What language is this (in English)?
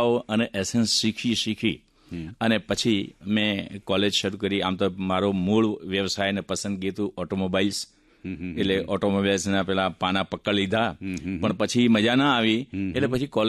Gujarati